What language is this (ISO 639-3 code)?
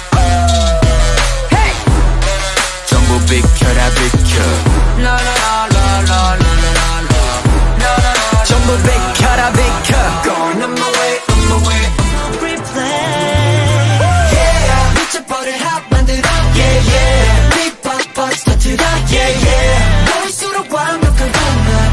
kor